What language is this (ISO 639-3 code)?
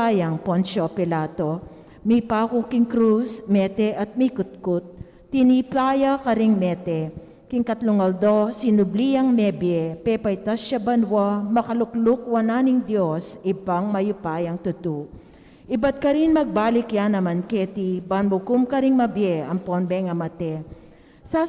pam